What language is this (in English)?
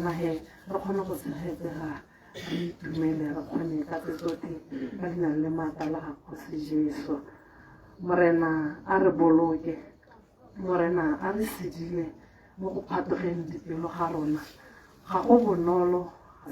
Tswana